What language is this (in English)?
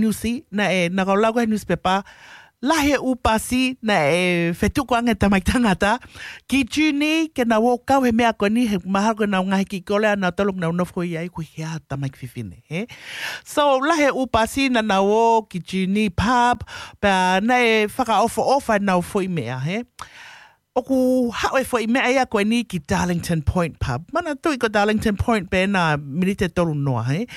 Tongan